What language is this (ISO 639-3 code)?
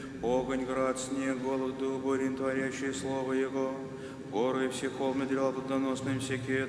rus